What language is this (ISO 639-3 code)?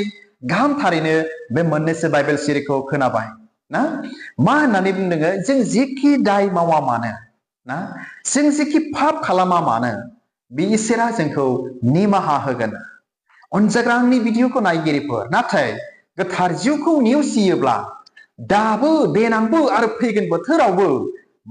brx